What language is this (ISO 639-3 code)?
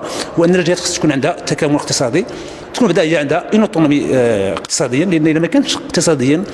ary